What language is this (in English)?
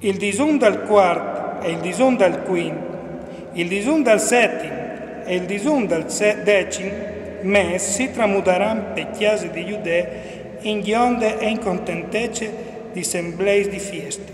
Friulian